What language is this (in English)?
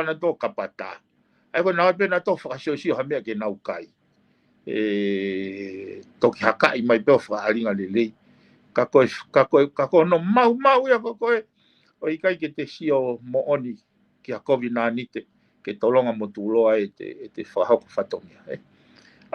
Tongan